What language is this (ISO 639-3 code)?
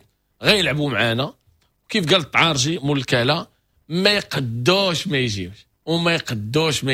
ary